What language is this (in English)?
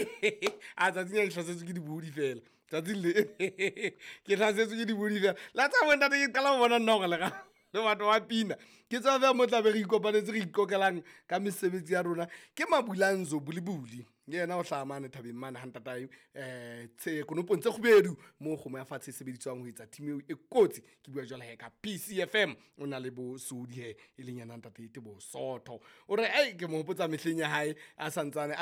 Southern Sotho